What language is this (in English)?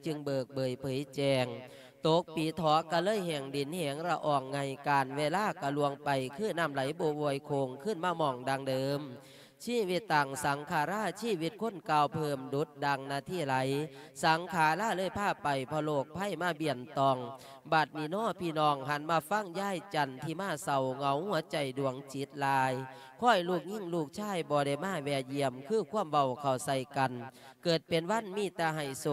Lao